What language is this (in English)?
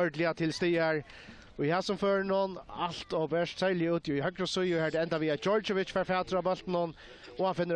Faroese